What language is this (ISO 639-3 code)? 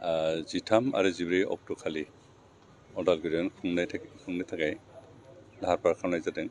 brx